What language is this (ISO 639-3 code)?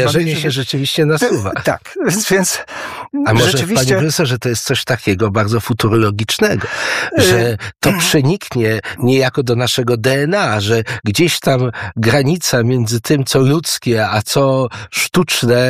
pol